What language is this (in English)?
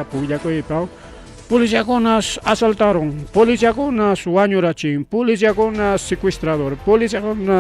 Ayacucho Quechua